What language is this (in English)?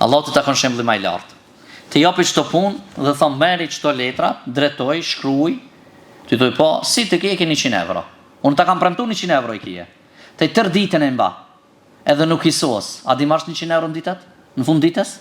Albanian